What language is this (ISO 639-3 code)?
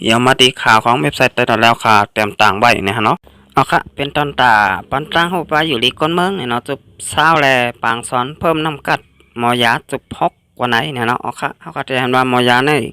shn